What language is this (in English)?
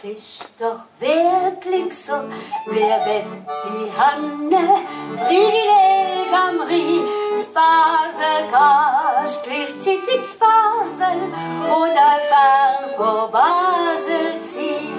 Swiss German